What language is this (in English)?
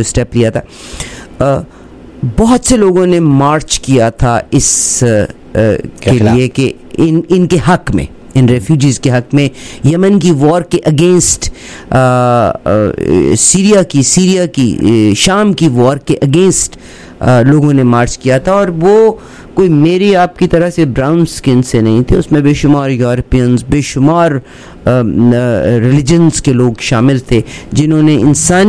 Urdu